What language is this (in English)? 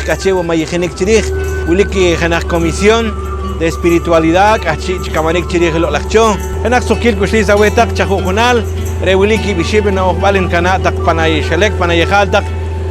Poqomchi'